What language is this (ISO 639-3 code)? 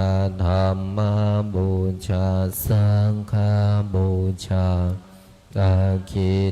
pli